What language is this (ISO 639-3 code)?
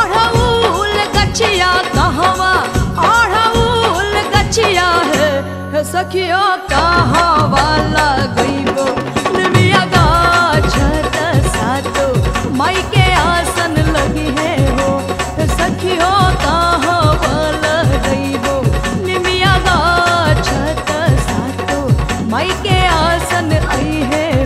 bho